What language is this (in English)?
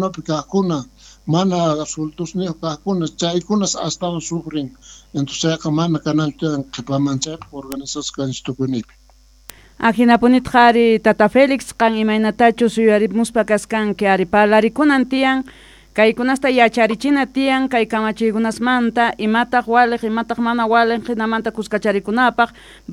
South Bolivian Quechua